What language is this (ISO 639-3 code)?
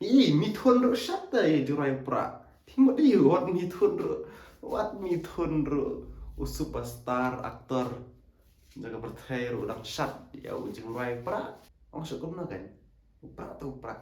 kha